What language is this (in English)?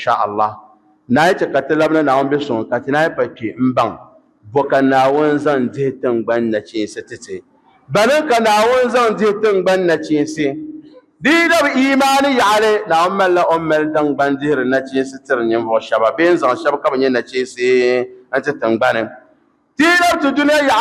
Dagbani